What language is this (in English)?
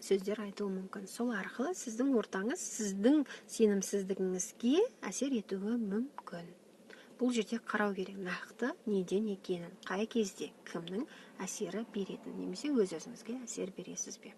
Kazakh